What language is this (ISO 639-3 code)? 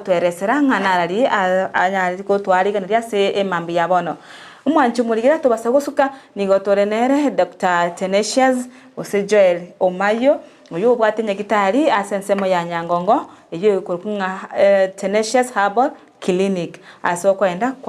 guz